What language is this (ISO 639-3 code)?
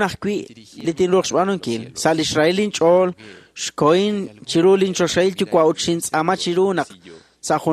kek